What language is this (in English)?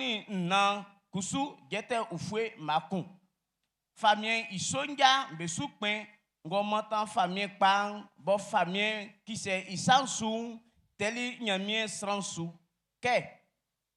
Baoulé